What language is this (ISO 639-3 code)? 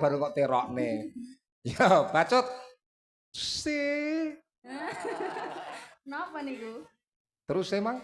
jav